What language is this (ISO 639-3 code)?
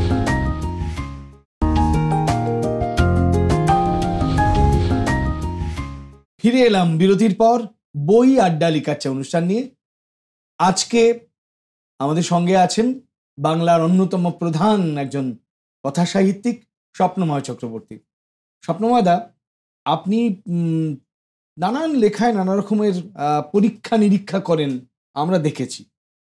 ben